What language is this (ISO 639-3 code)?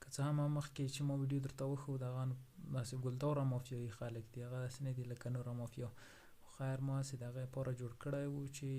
pus